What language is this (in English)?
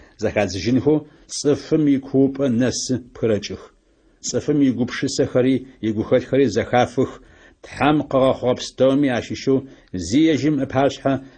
Adyghe